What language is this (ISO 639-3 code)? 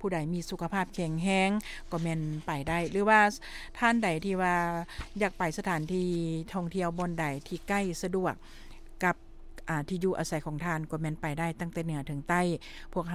lao